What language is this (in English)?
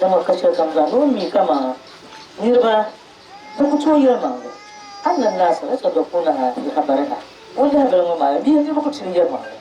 Dagbani